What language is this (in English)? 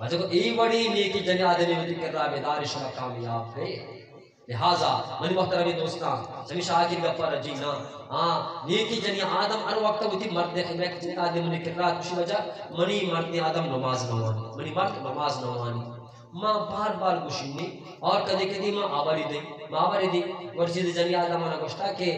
Eastern Balochi